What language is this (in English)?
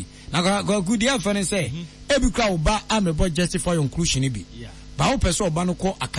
Akan